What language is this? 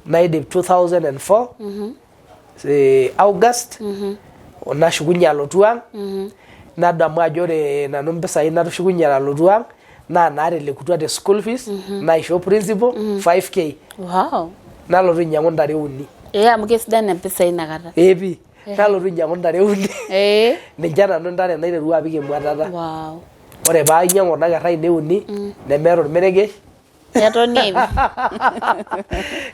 Masai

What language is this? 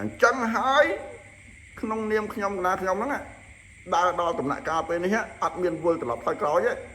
Khmer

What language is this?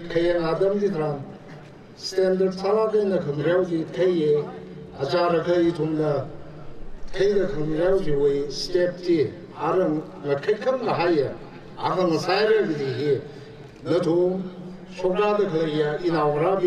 Tangkhul Naga (India)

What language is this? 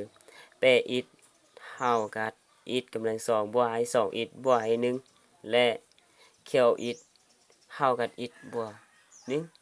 Lao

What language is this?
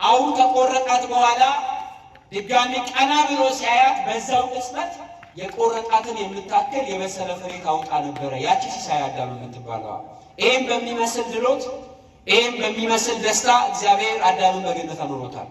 Amharic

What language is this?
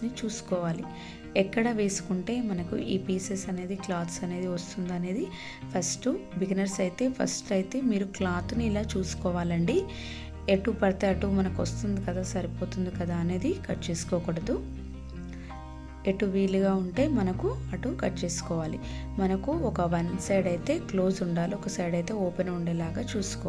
Telugu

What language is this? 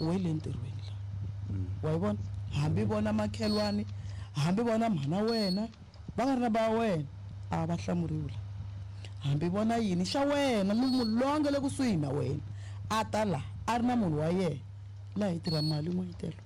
Tsonga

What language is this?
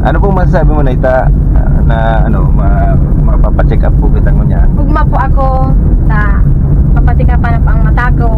Bikol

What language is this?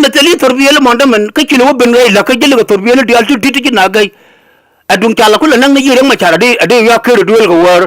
Nuer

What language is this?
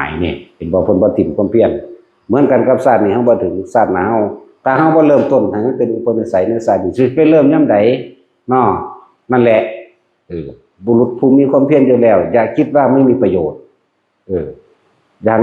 Northeastern Thai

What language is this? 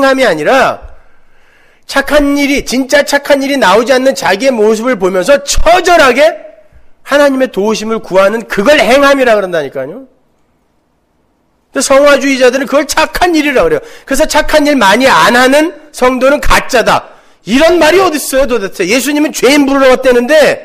Korean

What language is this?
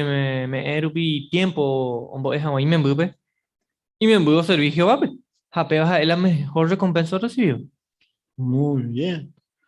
Guarani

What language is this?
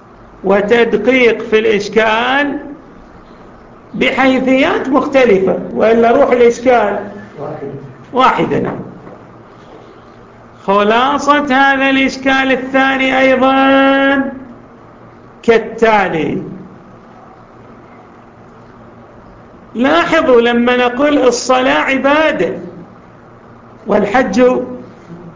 Arabic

